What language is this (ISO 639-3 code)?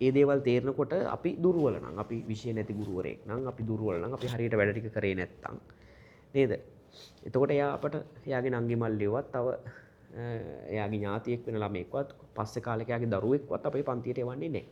sin